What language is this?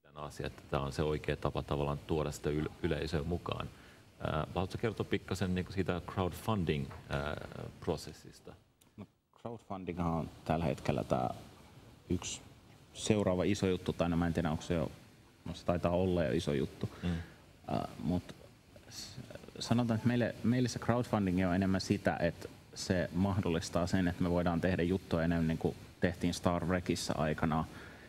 Finnish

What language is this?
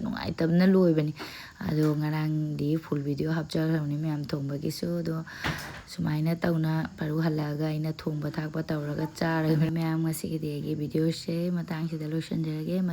Manipuri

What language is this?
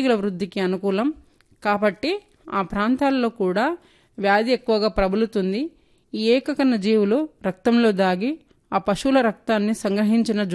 Telugu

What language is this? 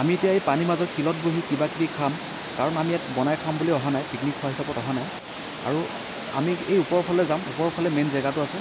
Assamese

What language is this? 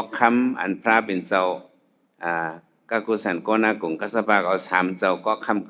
Shan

